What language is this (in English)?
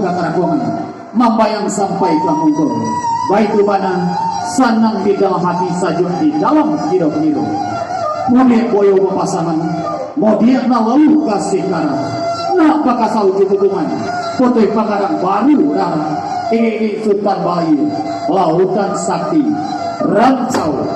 Minangkabau